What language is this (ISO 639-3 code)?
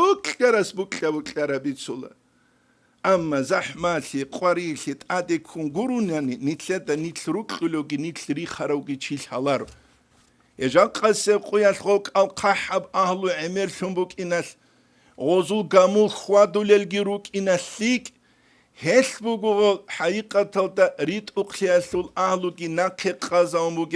ava